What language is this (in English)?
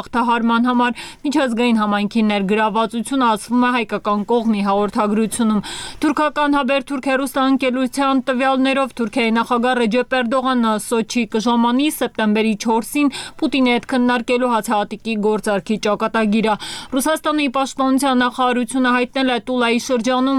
Armenian